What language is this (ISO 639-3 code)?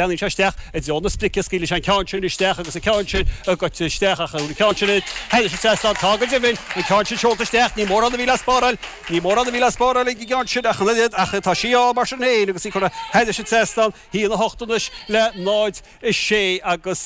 gle